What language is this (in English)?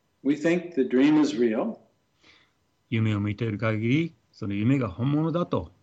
Japanese